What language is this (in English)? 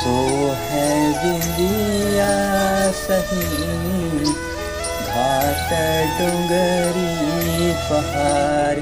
Chhattisgarhi